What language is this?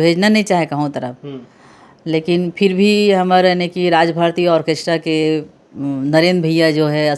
Chhattisgarhi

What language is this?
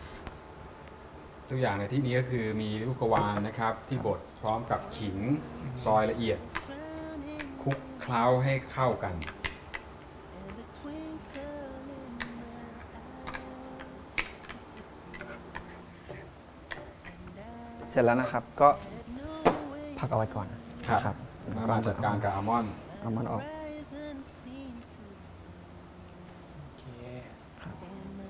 Thai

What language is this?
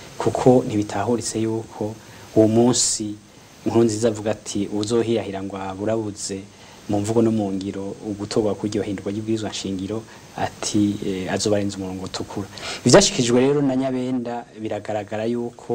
Rundi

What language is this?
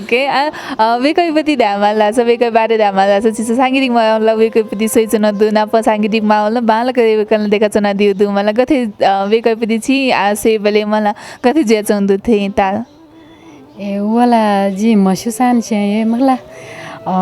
Newari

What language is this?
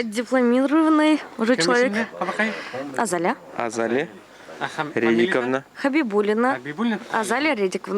Bashkir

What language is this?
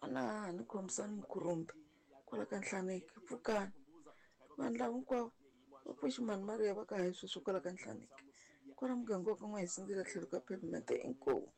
Tsonga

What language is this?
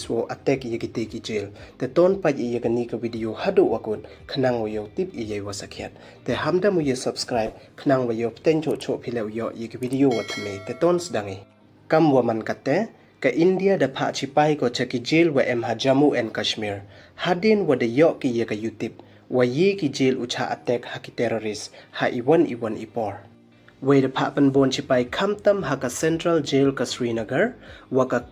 Pnar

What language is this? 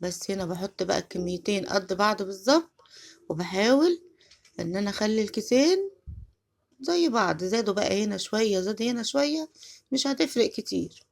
Egyptian Arabic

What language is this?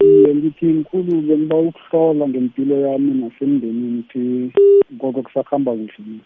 South Ndebele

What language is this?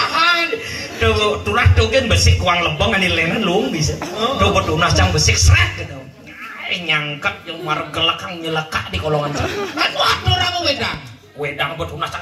Balinese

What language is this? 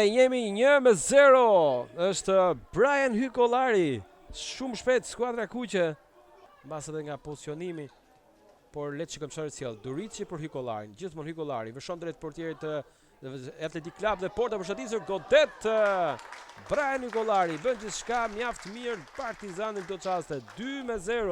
Albanian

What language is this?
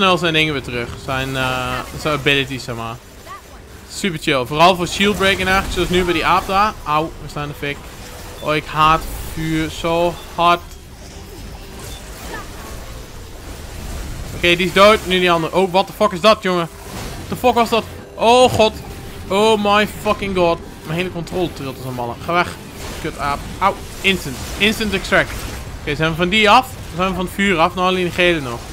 Dutch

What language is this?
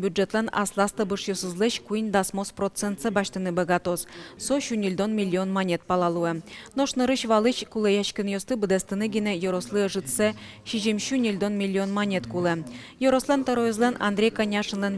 Udmurt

